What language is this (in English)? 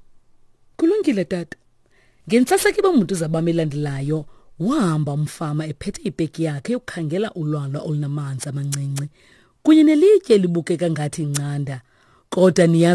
Xhosa